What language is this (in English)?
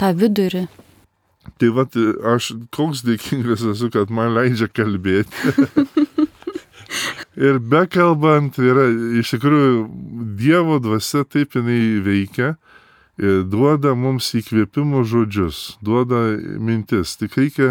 Lithuanian